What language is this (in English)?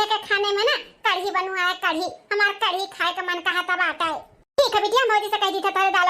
Awadhi